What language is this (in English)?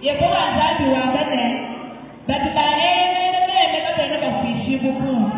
Luba-Lulua